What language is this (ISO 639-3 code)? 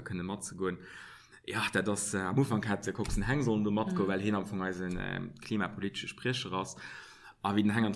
ltz